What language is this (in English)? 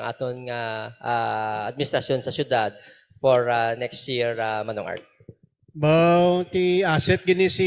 Hiligaynon